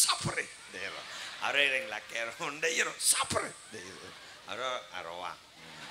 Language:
Madurese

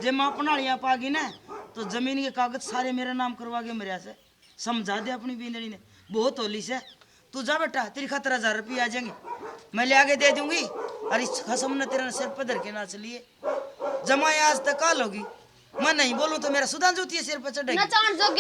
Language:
Haryanvi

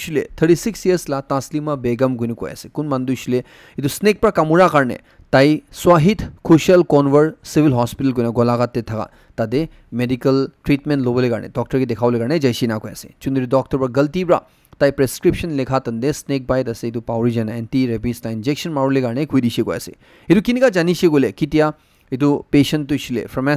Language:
Naga Pidgin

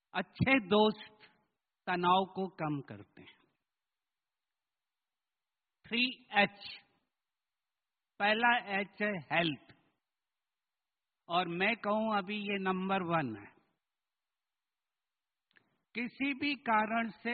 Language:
Hindi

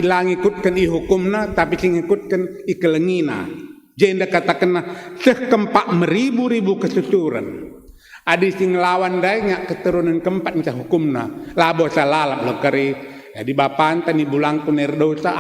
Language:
Batak Karo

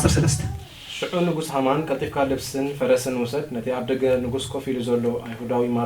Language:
Tigrinya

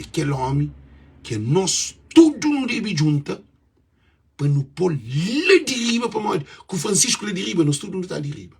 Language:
Kabuverdianu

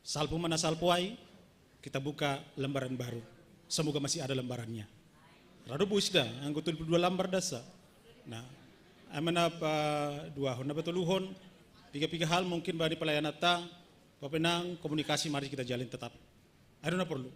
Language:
Batak Simalungun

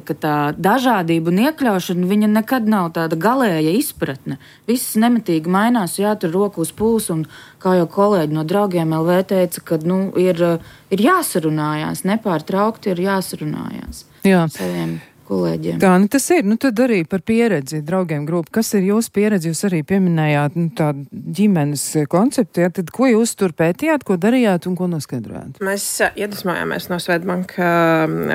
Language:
Latvian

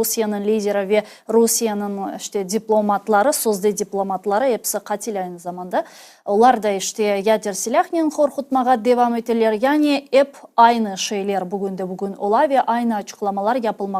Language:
Crimean Tatar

